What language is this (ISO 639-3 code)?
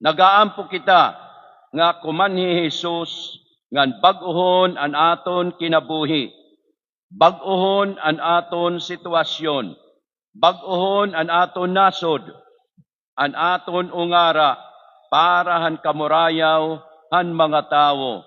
war